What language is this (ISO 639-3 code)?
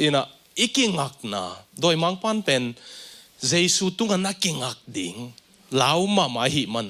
ctd